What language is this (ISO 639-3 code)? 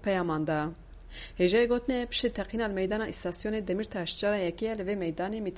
kur